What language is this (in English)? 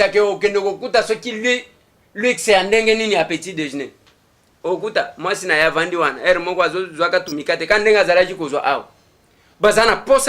Lingala